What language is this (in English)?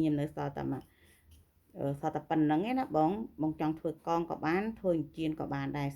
Khmer